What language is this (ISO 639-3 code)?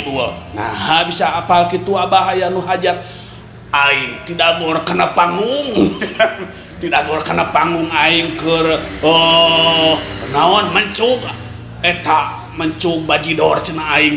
sun